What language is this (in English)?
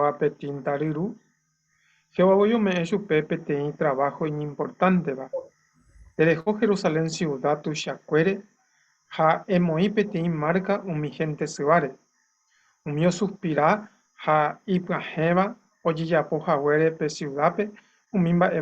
Guarani